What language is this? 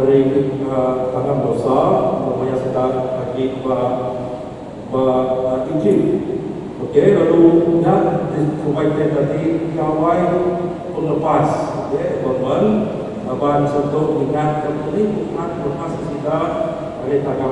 Iban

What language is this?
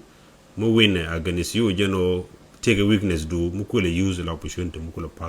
Nuer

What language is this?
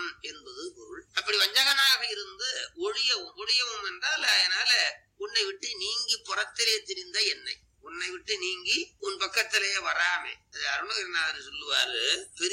Tamil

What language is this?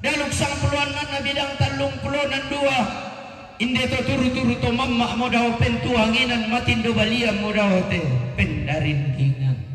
Toraja-Sa'dan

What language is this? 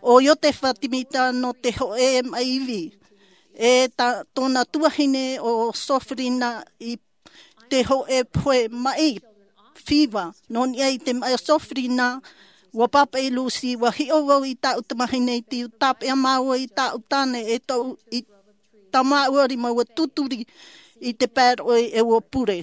Tahitian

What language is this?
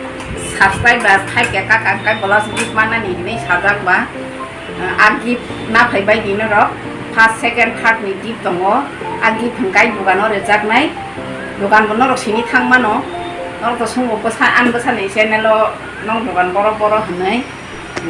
Kok Borok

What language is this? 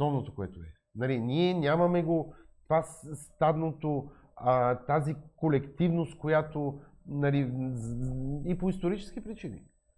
Bulgarian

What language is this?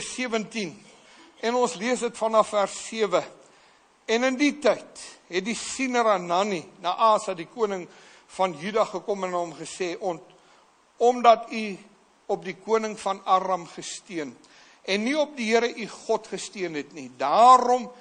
Afrikaans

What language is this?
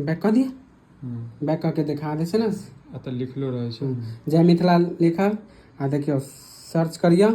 Maithili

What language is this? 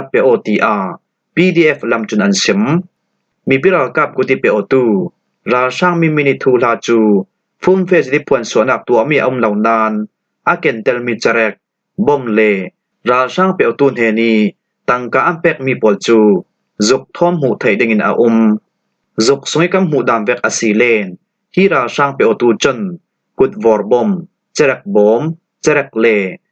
Falam Chin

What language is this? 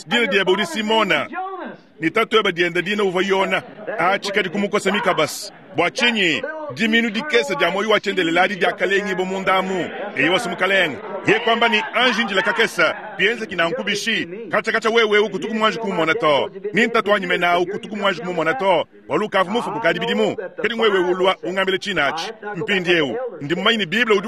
Luba-Lulua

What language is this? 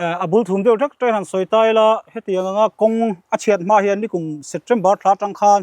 Mizo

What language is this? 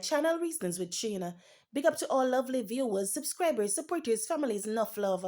Jamaican Creole English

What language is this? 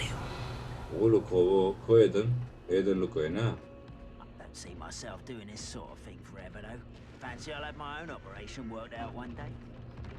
Kurdish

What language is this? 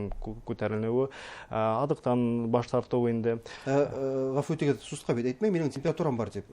Bashkir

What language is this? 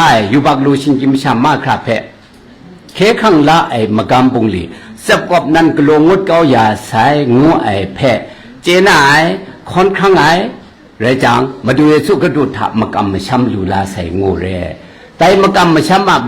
Kachin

